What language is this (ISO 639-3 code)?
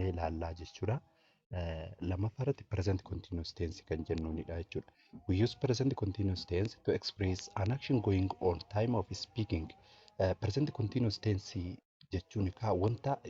orm